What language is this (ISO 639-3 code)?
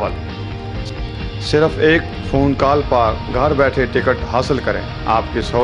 urd